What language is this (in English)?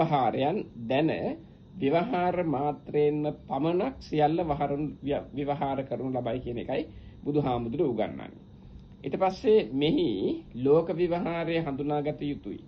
Sinhala